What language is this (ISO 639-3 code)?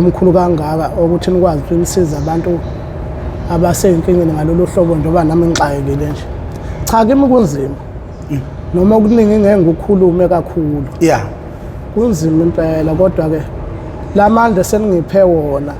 zul